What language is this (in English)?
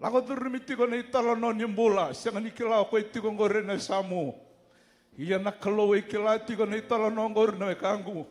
Fijian